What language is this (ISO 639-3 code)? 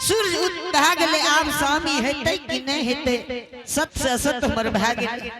anp